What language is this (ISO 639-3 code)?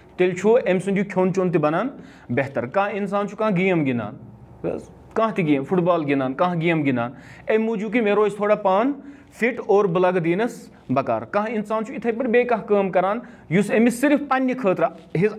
kas